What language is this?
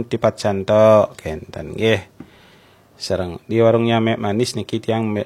Balinese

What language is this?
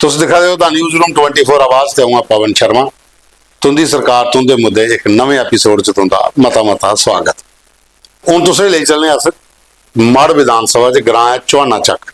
Dogri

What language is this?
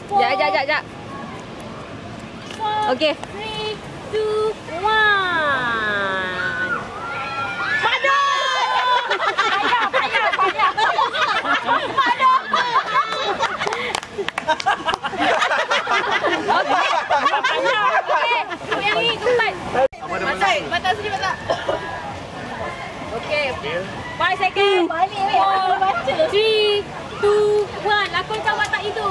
Malay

